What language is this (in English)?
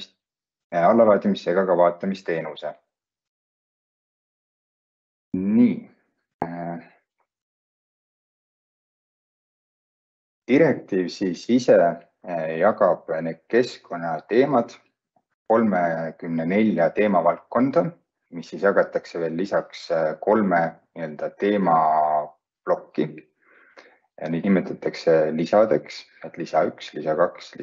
Estonian